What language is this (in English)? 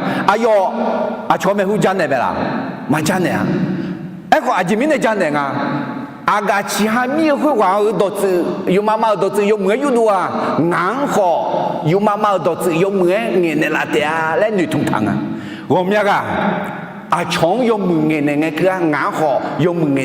Akha